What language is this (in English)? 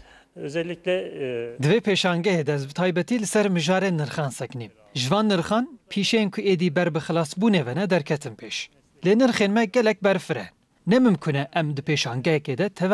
Kurdish